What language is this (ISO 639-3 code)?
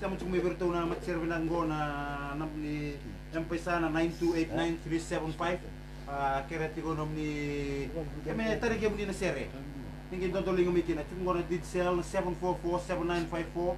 fij